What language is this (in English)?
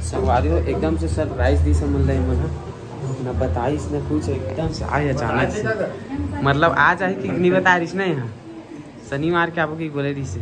Chhattisgarhi